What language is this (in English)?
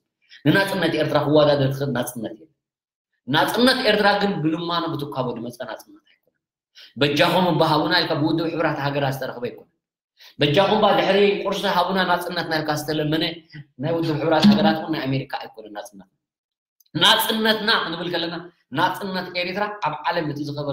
Tigrinya